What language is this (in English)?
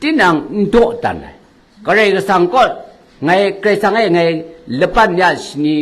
Kachin